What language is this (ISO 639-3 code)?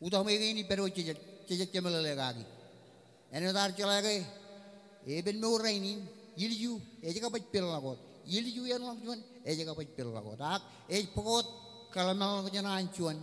mah